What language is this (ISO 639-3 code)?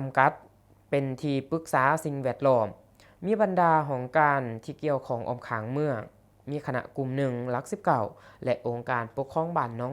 lao